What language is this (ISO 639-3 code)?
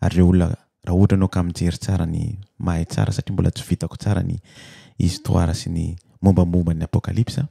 mlg